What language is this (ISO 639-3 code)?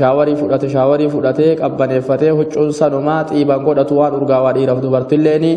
orm